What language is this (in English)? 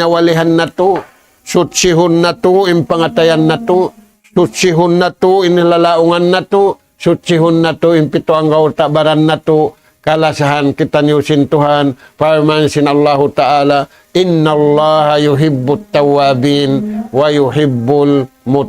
Tausug